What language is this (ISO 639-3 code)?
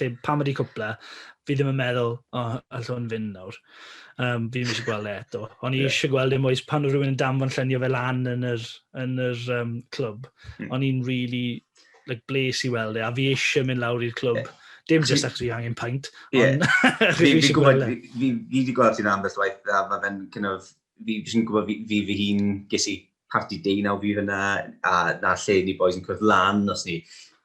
cym